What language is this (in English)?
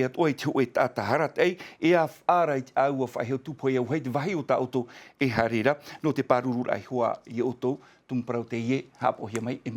Tahitian